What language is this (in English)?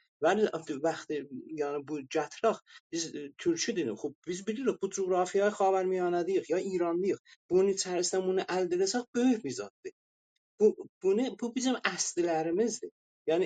South Azerbaijani